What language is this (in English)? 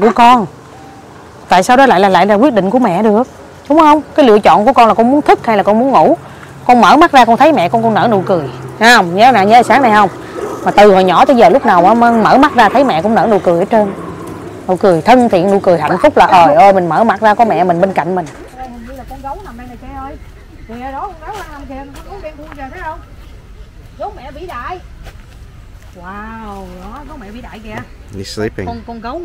Vietnamese